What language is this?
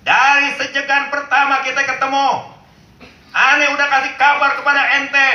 Betawi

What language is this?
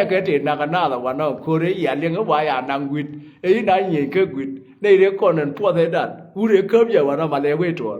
Nuer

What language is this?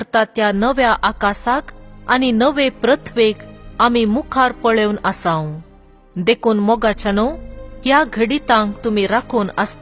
Konkani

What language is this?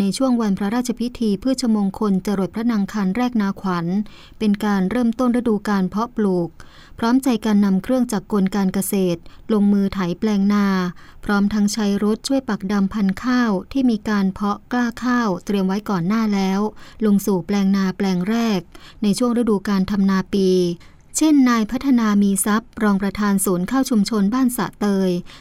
Thai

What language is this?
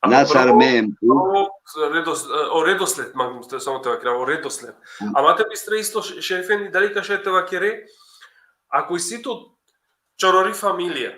Balkan Romani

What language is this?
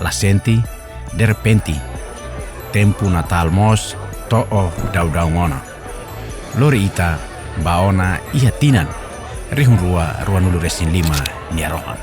Tetum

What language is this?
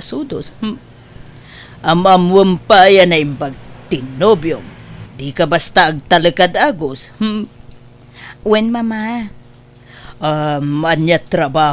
Iloko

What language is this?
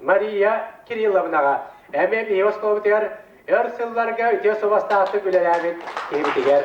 Yakut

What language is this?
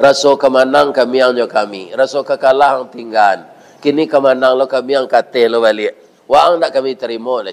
Minangkabau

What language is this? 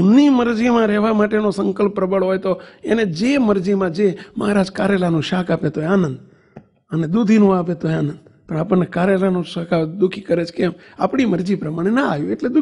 Gujarati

